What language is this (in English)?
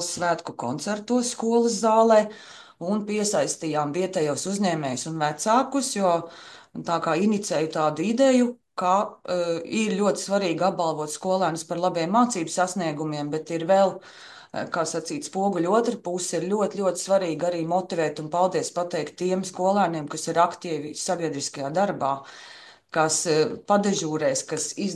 Latvian